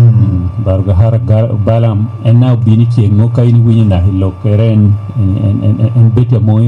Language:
Lango (Uganda)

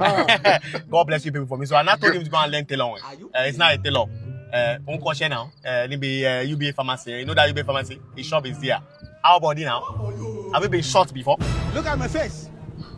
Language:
Nigerian Pidgin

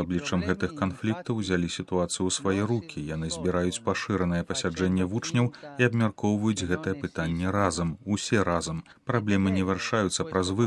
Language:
Belarusian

